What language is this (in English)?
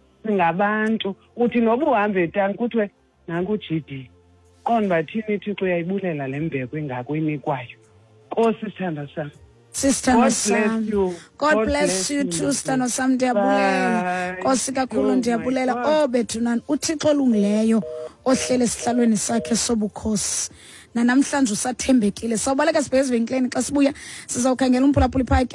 Xhosa